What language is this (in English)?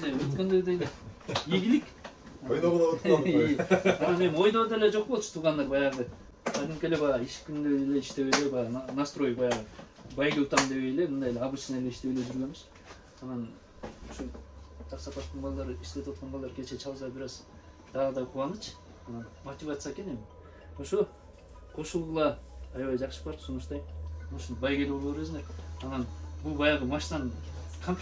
Kyrgyz